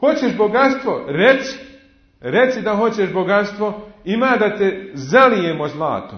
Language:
Bosnian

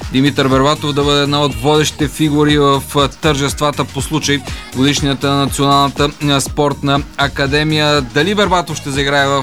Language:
Bulgarian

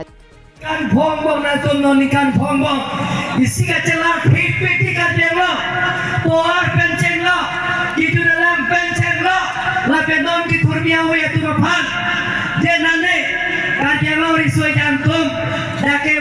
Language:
Karbi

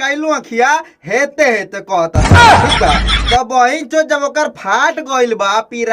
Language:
Bhojpuri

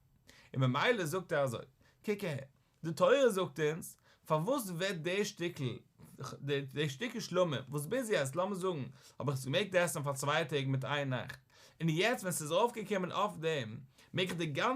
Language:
Yiddish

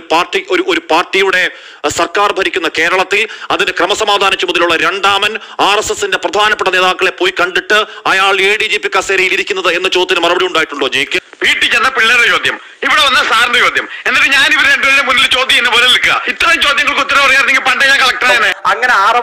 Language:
Malayalam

